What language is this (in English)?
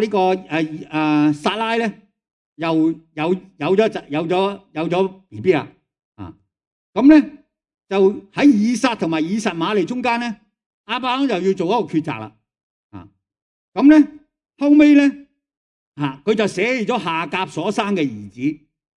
Cantonese